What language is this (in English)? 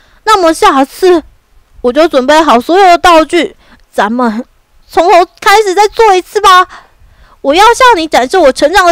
Chinese